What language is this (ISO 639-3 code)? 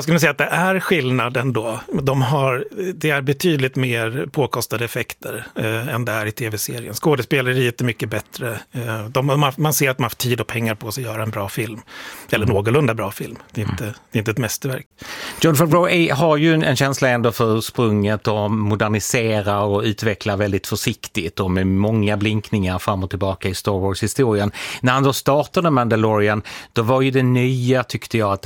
swe